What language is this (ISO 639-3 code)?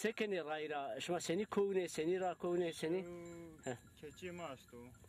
zza